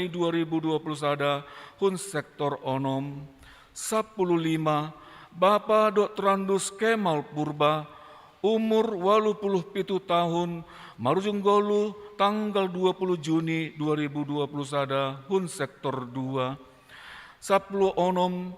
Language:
Batak Simalungun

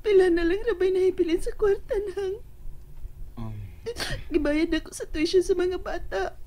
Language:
Cebuano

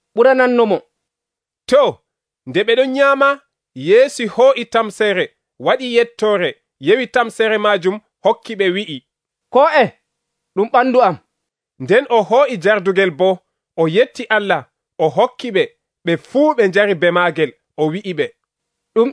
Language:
Nigerian Fulfulde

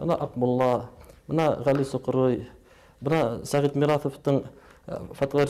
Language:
Bashkir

